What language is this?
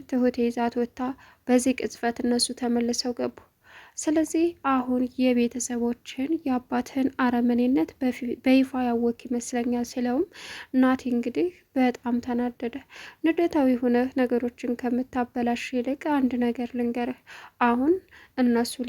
Amharic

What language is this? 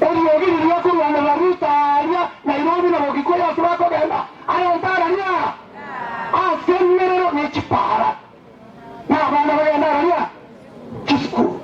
Gusii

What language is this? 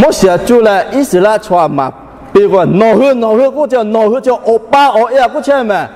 Lahu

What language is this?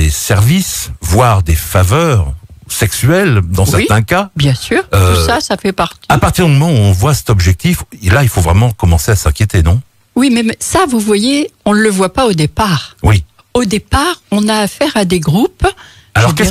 French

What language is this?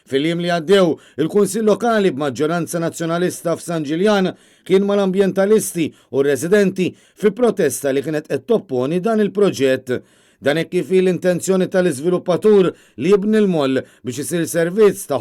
Maltese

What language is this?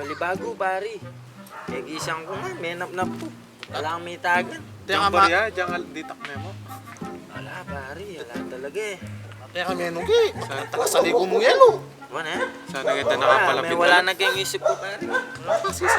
Pampanga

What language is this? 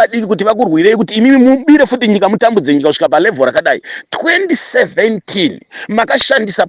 Shona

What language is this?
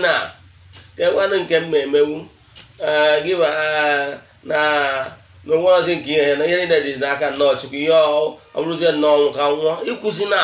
Igbo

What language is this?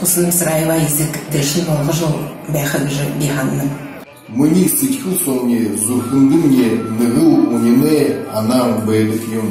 Buriat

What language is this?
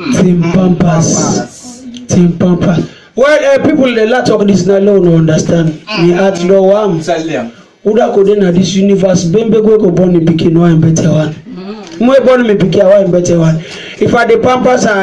Krio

